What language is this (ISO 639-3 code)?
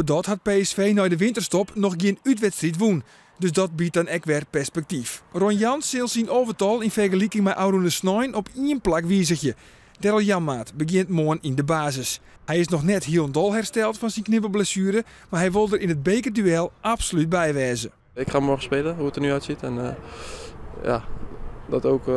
fry